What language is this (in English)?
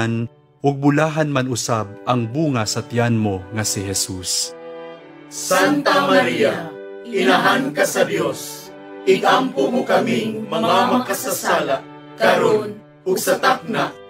Cebuano